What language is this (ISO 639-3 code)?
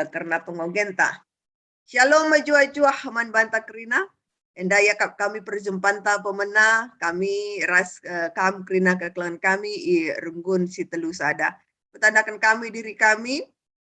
btx